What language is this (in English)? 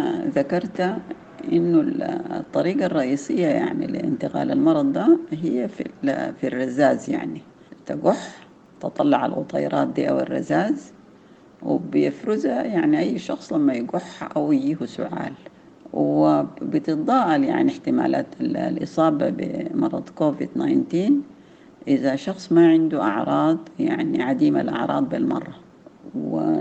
Sudanese Arabic